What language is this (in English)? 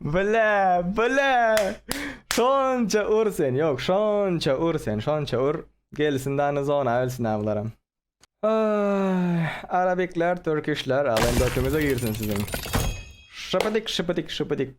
Turkmen